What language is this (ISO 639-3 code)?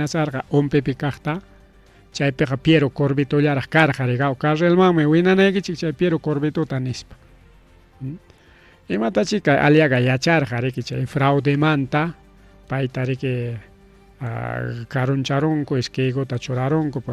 quy